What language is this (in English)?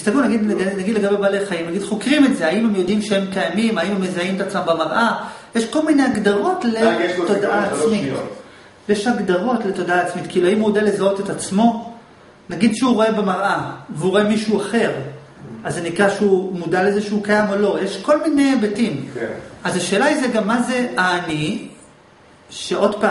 Hebrew